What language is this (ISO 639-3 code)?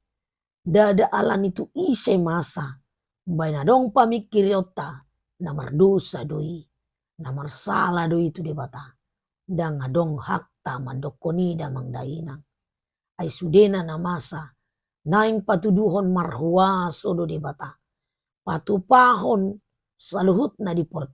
bbc